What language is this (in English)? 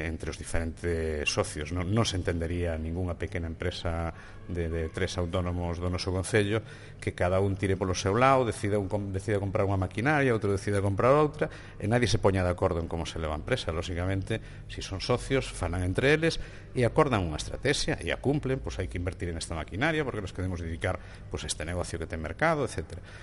Galician